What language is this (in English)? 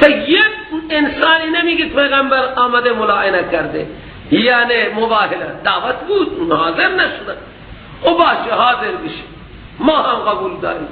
Persian